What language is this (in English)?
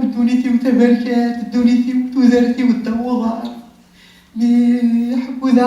Kabyle